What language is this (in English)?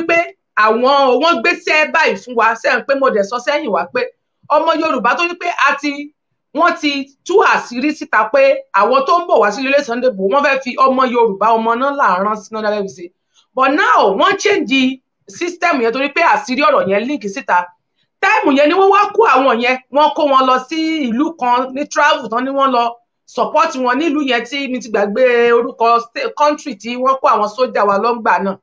Yoruba